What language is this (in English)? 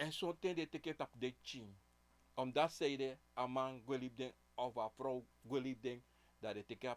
Sranan Tongo